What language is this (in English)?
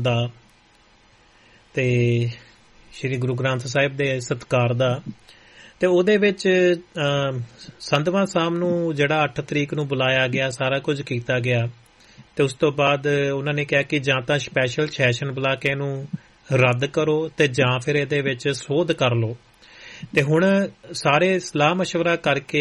Punjabi